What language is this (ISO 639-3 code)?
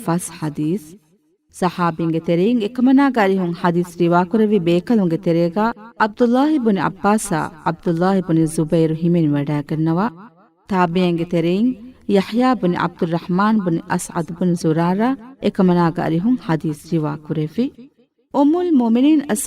div